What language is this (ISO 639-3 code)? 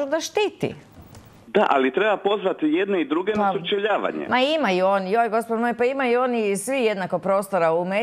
hrv